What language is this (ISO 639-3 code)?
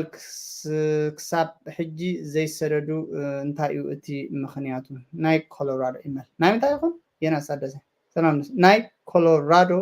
tir